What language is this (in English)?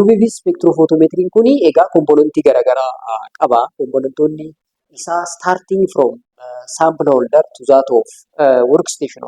Oromo